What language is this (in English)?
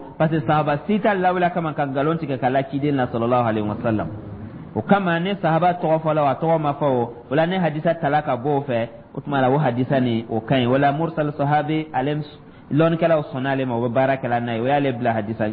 Dyula